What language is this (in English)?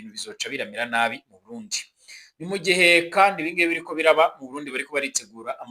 Rundi